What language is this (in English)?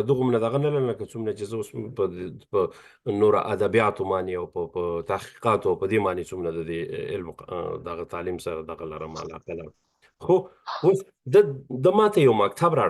Pashto